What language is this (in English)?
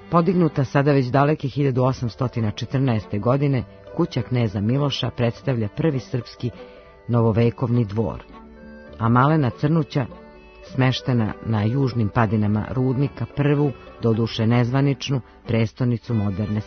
Serbian